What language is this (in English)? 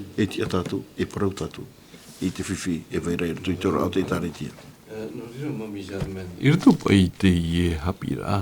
Tahitian